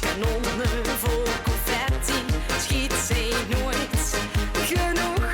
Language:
Limburgish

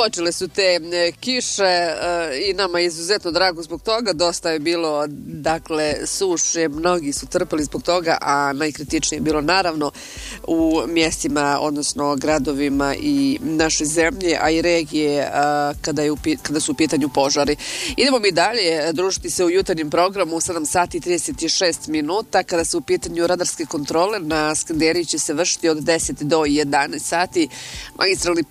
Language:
Bosnian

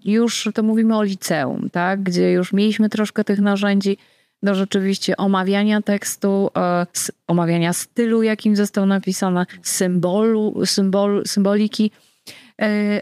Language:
Polish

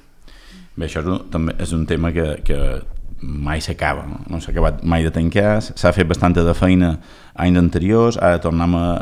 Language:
Catalan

